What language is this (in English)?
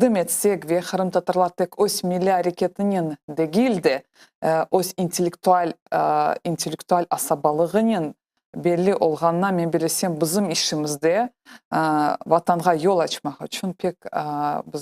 Crimean Tatar